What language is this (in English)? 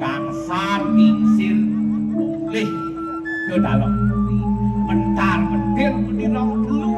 Balinese